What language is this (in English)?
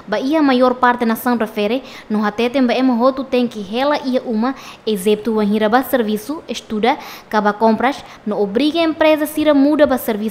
Tetum